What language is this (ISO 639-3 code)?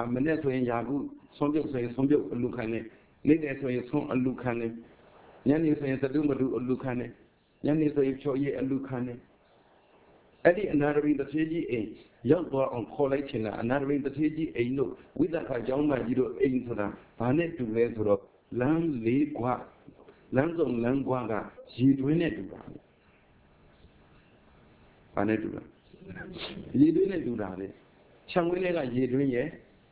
mya